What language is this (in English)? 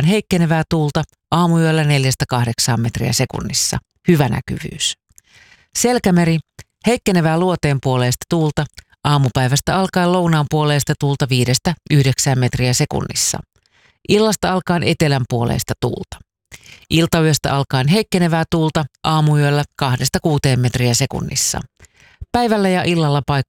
Finnish